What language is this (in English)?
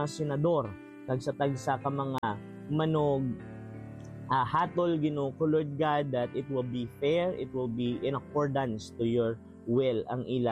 Hiligaynon